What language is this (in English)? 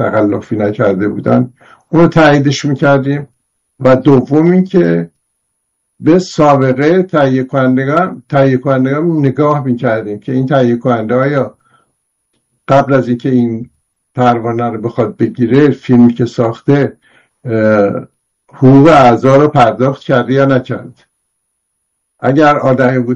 Persian